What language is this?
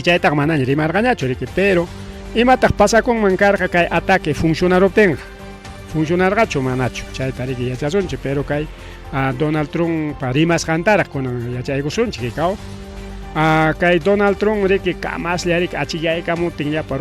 Ayacucho Quechua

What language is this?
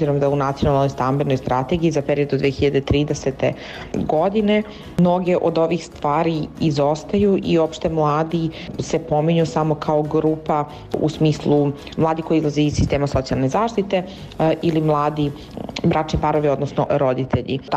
Serbian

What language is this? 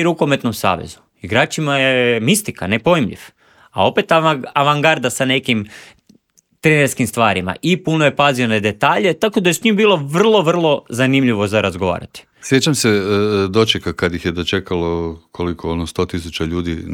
Croatian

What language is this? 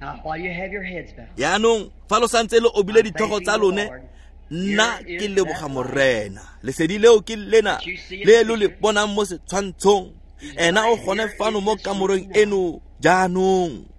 Tswana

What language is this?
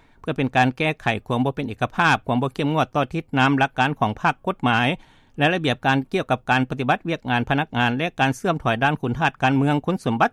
Lao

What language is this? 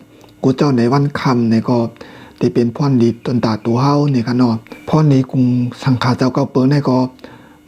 Shan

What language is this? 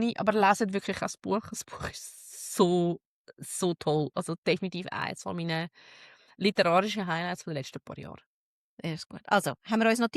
Swiss German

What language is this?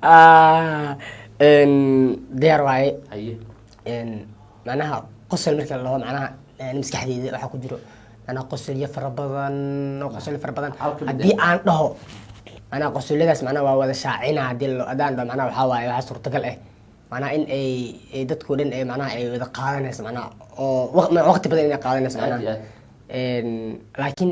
Somali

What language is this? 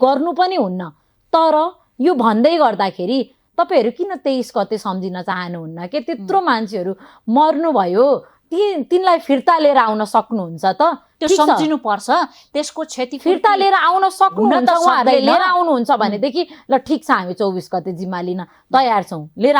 Nepali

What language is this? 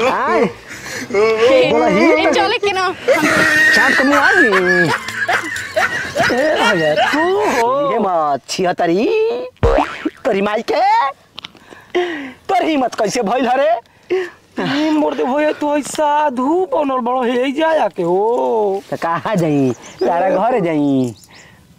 Bhojpuri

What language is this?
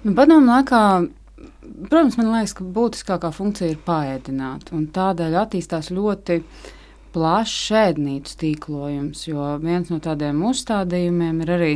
Latvian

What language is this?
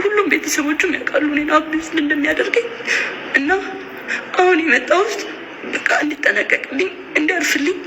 Amharic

